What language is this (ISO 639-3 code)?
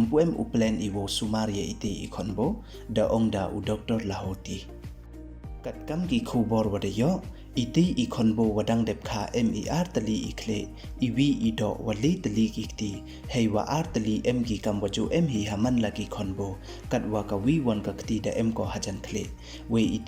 pbv